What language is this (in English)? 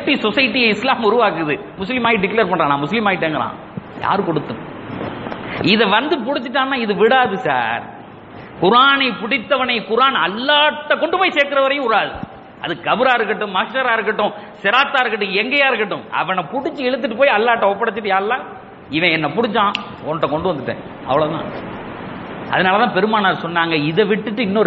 Tamil